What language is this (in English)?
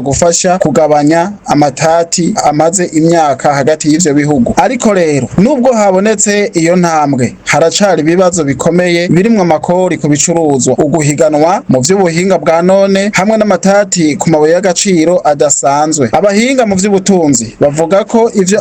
Rundi